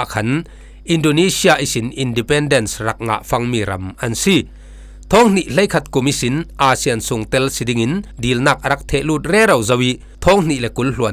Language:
Falam Chin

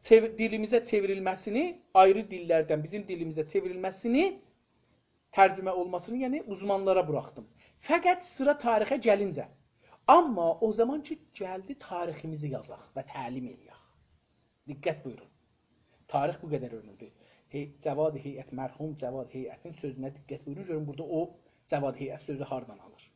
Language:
South Azerbaijani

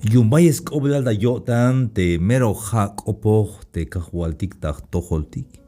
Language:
Tzeltal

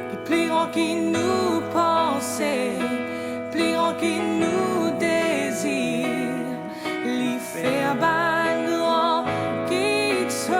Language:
Morisyen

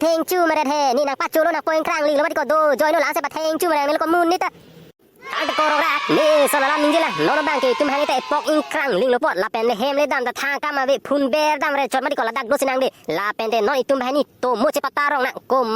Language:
Karbi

